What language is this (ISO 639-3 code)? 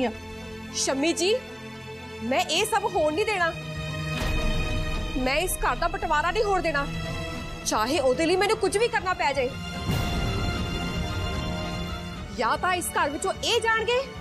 pan